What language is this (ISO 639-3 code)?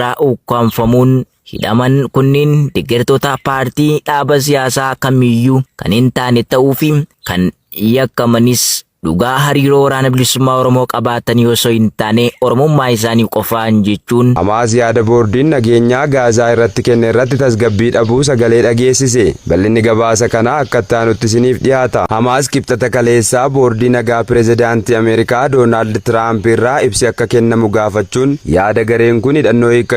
orm